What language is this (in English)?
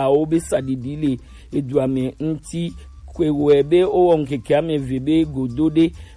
Gen